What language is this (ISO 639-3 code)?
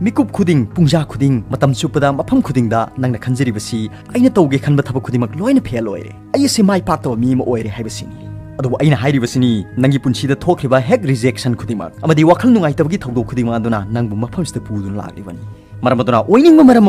mni